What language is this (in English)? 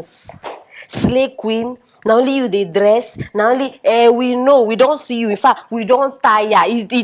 Nigerian Pidgin